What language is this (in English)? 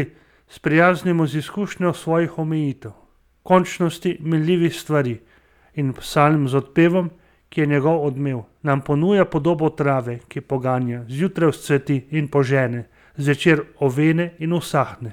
Slovenian